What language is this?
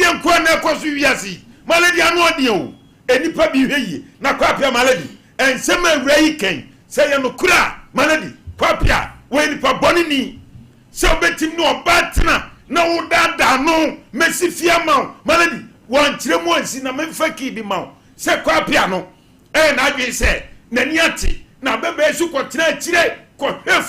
Akan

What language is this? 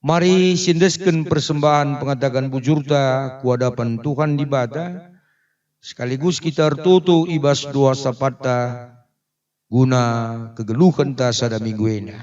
Batak Karo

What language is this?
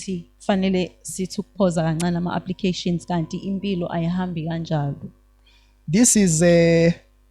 Zulu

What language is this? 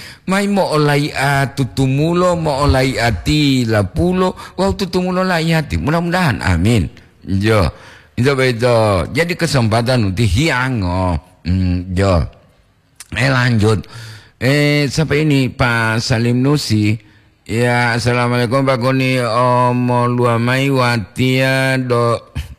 Gorontalo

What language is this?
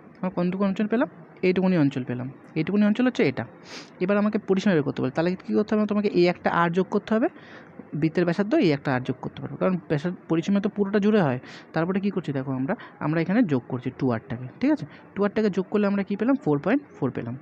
Bangla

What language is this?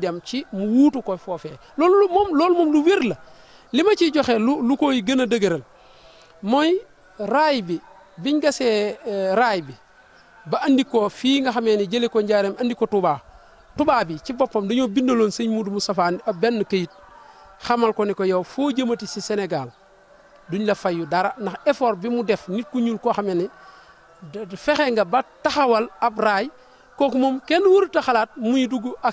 Wolof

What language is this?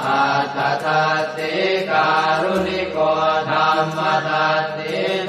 Pali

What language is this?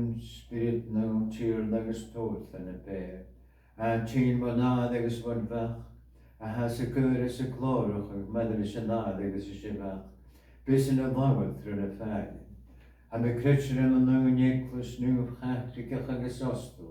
Scottish Gaelic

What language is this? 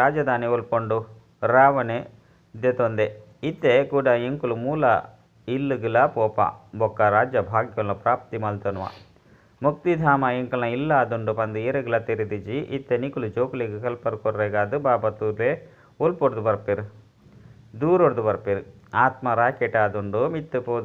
Tulu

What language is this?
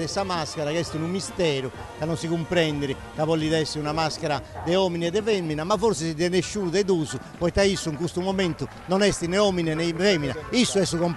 Sardinian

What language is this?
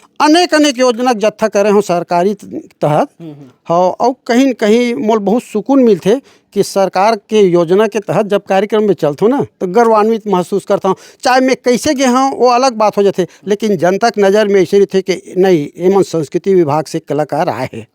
Chhattisgarhi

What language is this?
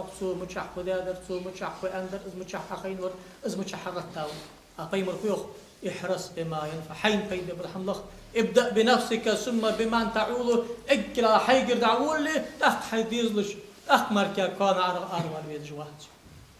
Ingush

